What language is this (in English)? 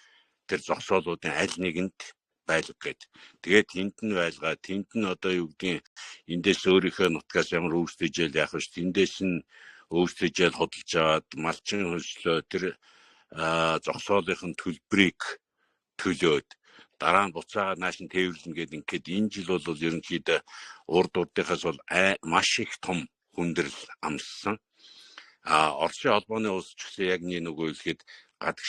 Mongolian